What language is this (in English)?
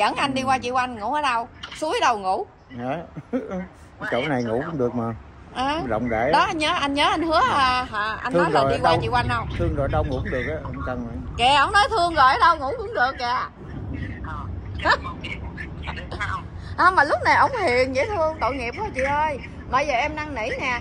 Vietnamese